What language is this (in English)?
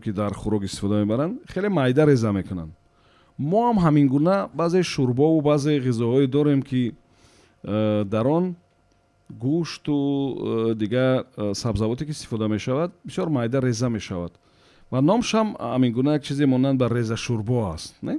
Tajik